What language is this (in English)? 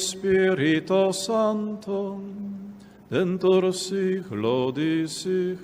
Papiamento